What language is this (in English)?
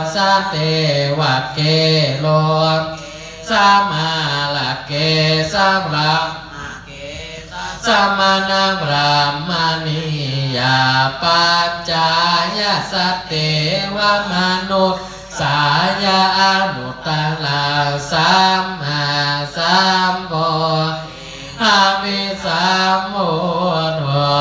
Pali